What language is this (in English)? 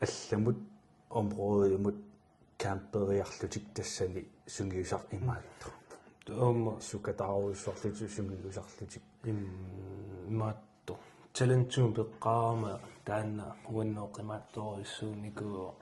Kalaallisut